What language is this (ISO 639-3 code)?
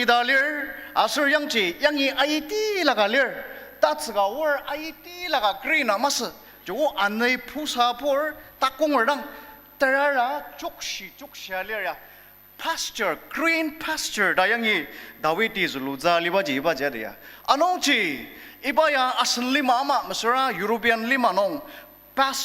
njo